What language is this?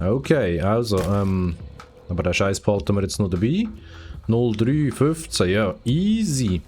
Swiss German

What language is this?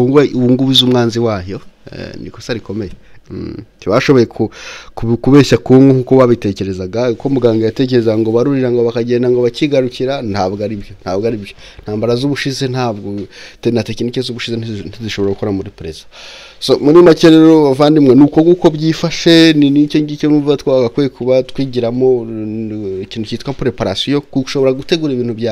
Kinyarwanda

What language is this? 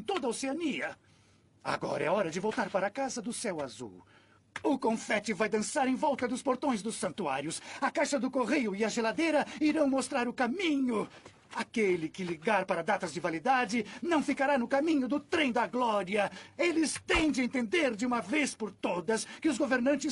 Portuguese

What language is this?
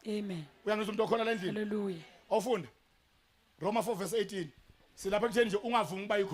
Zulu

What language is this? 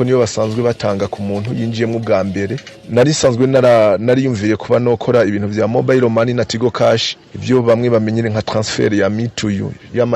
Rundi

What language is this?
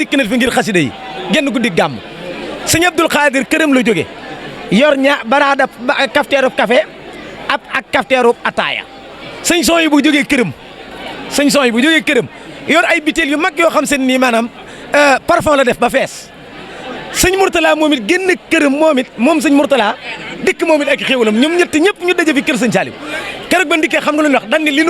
Wolof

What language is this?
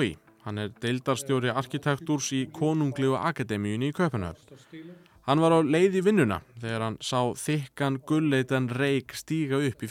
Icelandic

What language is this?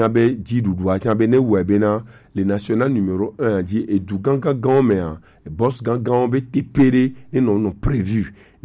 Gen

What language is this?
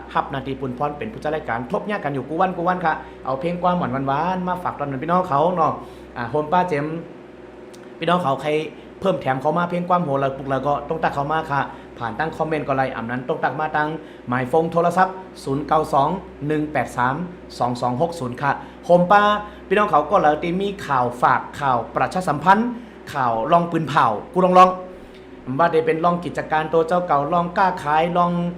Shan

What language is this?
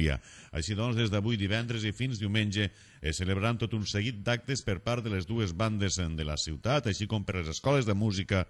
Catalan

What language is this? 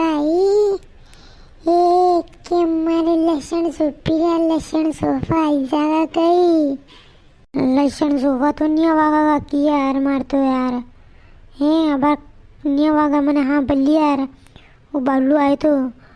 Rajasthani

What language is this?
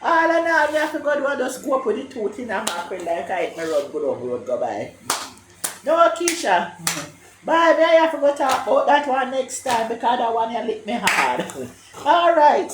Jamaican Creole English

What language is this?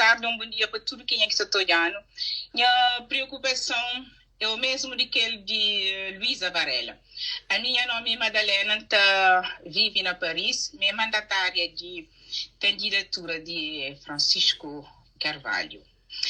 Kabuverdianu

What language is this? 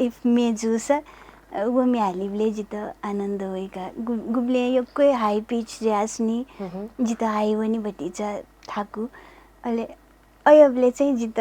Newari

